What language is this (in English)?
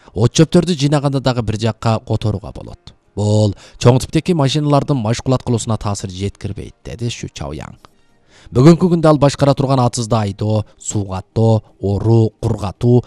Kyrgyz